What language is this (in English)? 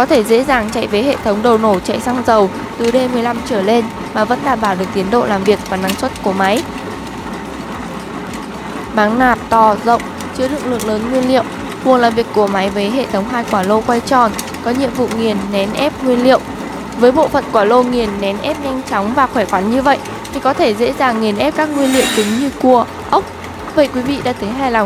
Vietnamese